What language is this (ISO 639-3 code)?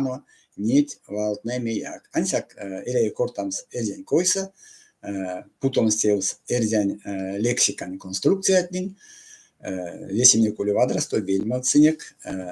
myv